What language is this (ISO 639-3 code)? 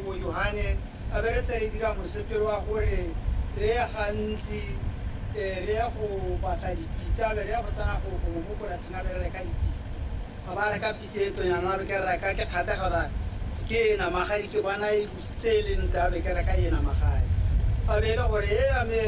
tsn